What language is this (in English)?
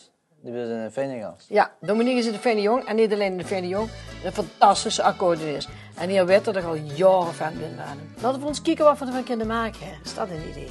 Limburgish